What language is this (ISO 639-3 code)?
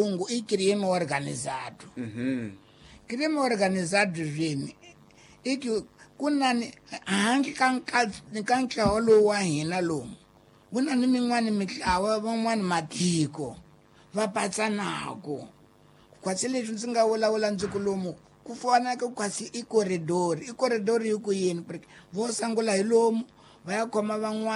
tso